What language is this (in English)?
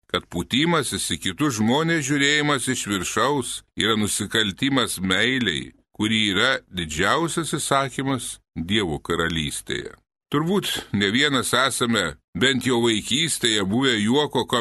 Lithuanian